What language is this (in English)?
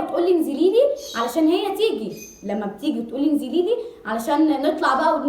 Egyptian Arabic